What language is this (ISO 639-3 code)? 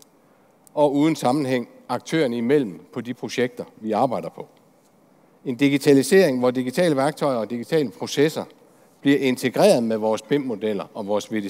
dan